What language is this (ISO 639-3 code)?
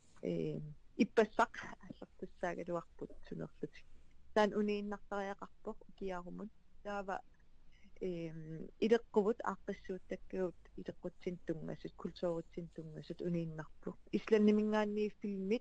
kal